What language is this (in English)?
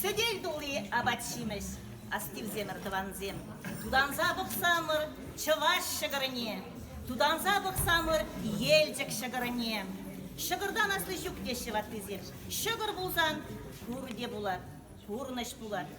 Chuvash